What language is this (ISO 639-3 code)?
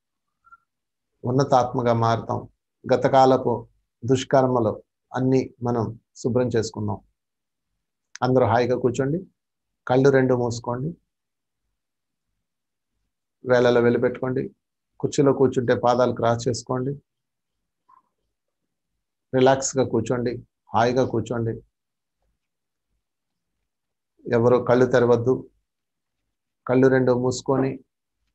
tel